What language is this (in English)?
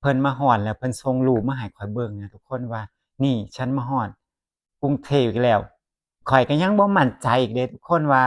Northeastern Thai